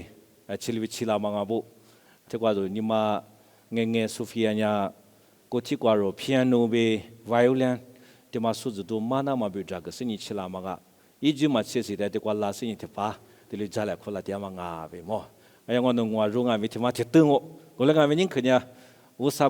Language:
Lisu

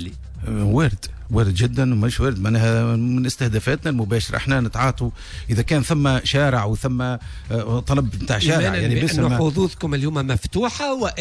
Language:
Tunisian Arabic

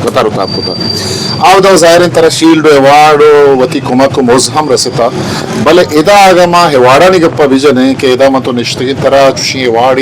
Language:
Eastern Balochi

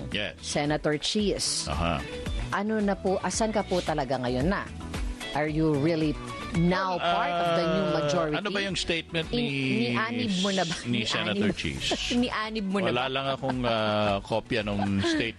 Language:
Filipino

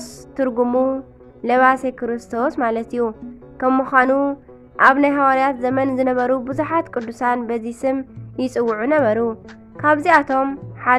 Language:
Tigrinya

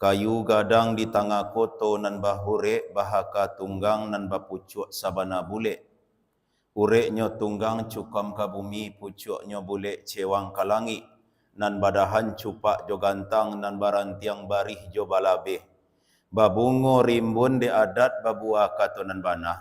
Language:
Minangkabau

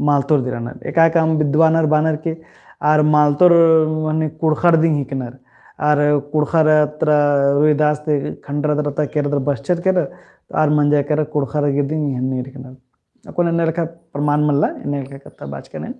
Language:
Kurukh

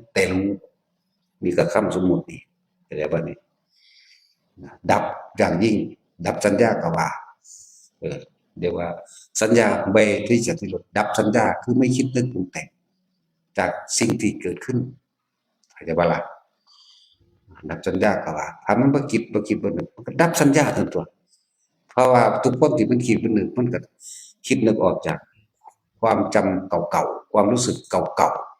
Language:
Northeastern Thai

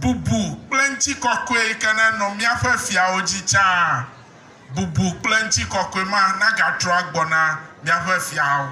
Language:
Ewe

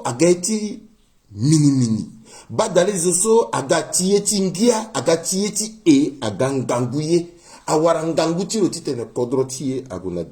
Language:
Sango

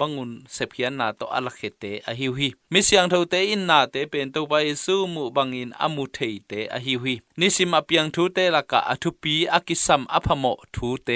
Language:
Tedim Chin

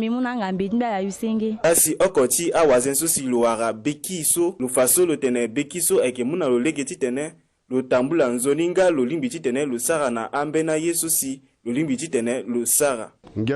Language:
Sango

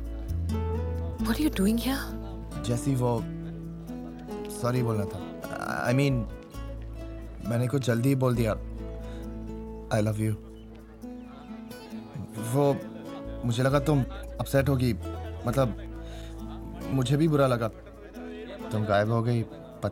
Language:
Hindi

